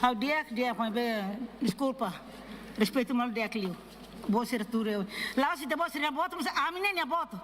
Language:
Tetum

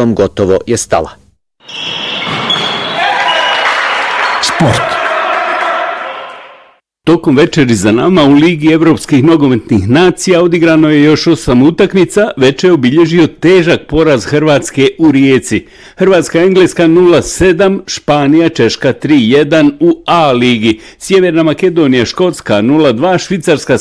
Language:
Bosnian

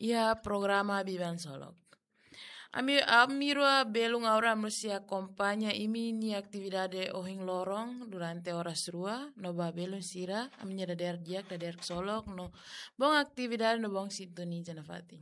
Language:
Tetum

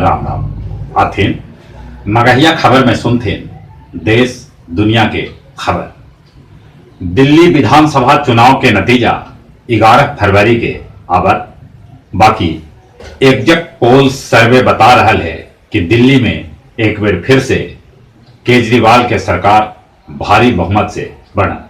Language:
Magahi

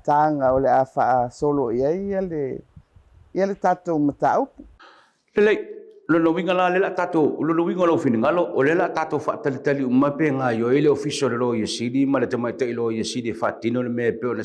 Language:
Samoan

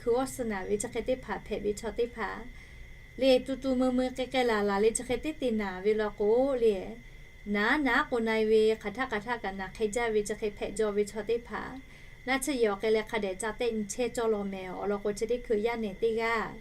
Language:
Lahu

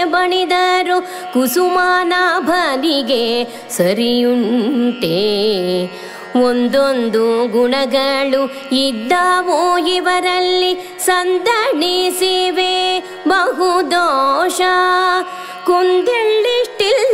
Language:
Kannada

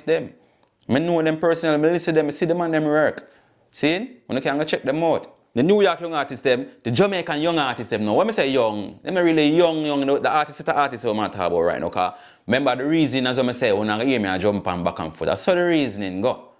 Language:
Jamaican Creole English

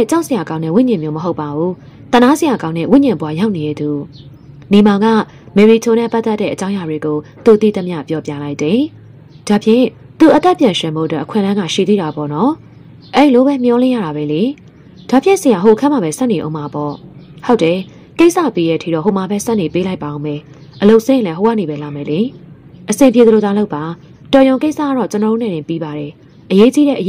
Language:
Burmese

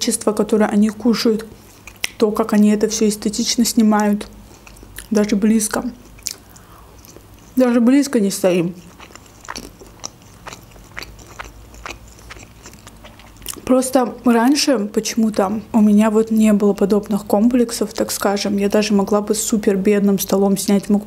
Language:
Russian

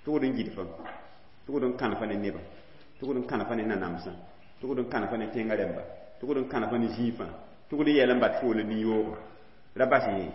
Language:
Mossi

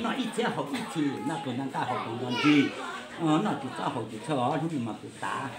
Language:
Hmong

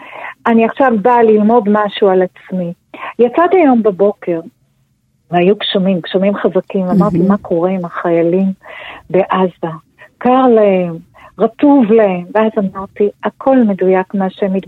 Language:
Hebrew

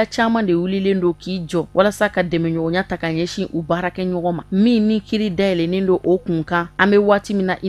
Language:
Bambara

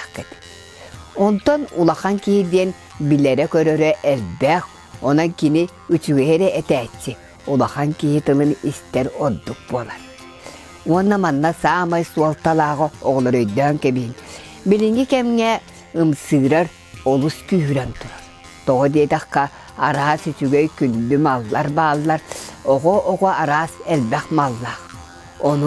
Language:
Yakut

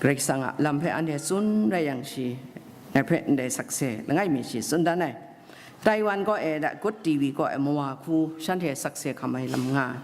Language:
Kachin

